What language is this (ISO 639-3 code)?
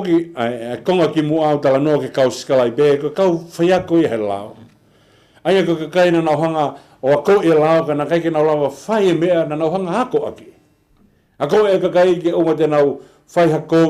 ton